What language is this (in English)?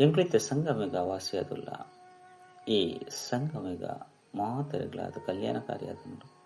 Tulu